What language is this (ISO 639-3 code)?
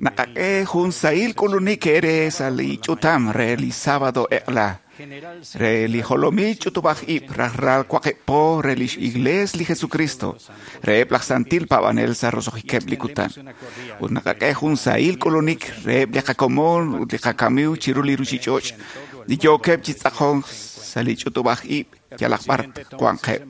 kek